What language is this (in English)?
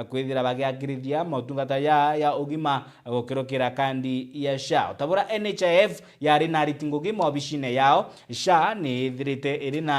Meru